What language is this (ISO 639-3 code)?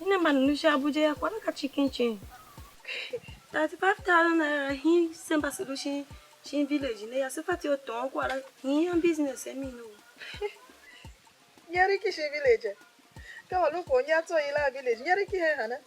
tiv